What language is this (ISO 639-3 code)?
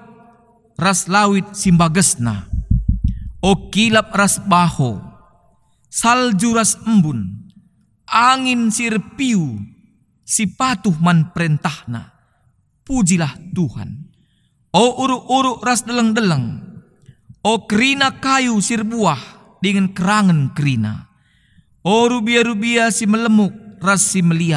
btx